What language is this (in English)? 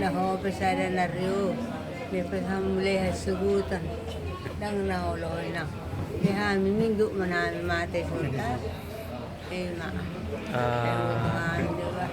Batak Toba